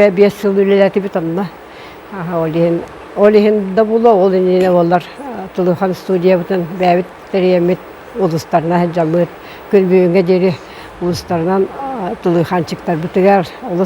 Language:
Yakut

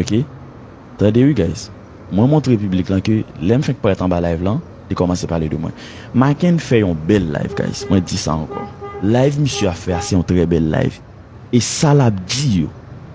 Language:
Haitian Creole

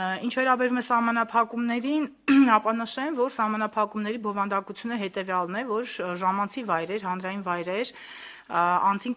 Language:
Armenian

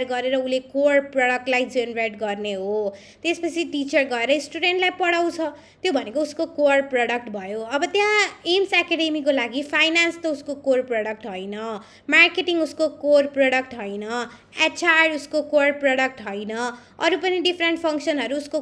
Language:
Nepali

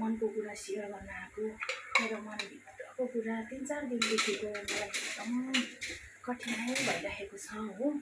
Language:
Nepali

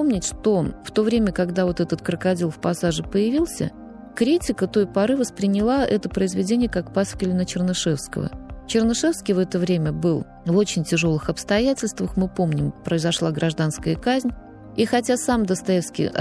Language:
Russian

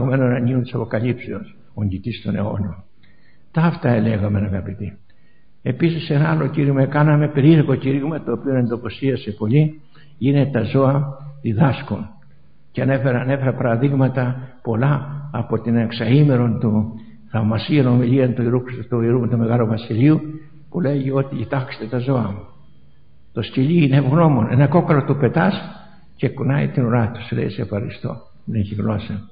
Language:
Greek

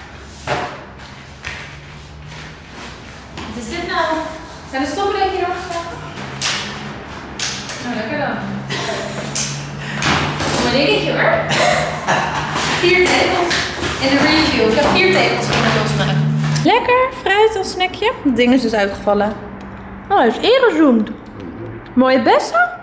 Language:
Dutch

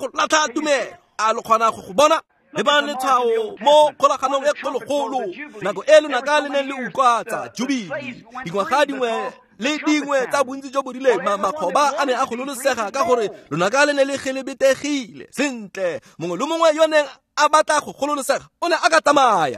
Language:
Tswana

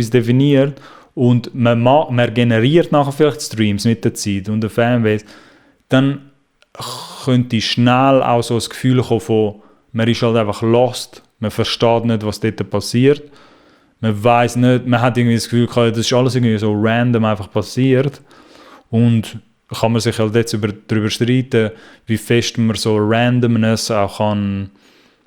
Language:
Swiss German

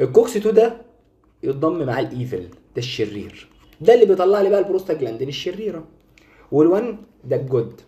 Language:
Egyptian Arabic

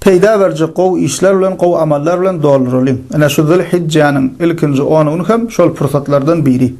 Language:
Turkmen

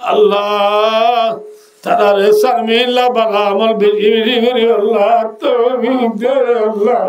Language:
Rohingya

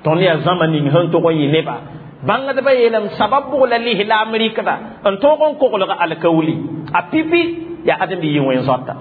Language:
Mossi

